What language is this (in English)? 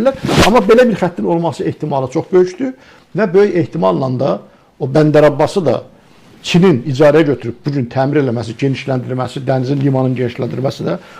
Azerbaijani